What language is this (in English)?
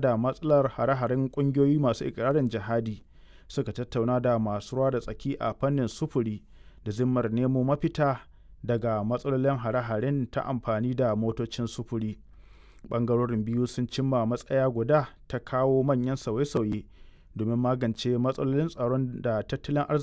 Hausa